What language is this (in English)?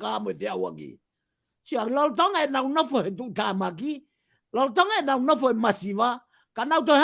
Tongan